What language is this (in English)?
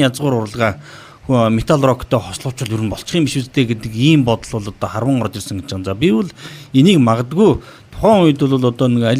Mongolian